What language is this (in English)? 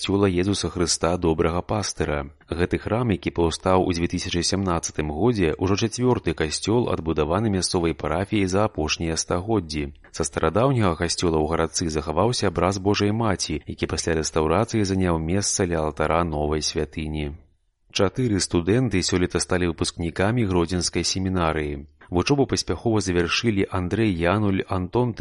Belarusian